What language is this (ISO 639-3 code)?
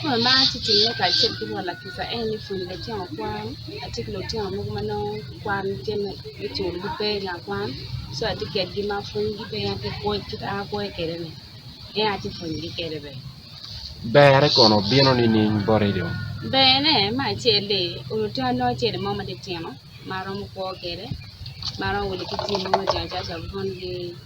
ach